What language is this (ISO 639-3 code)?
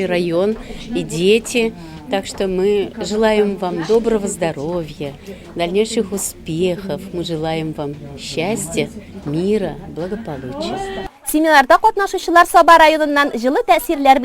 tat